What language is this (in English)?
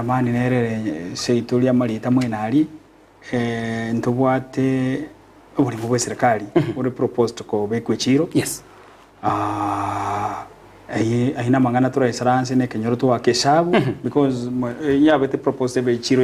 Gusii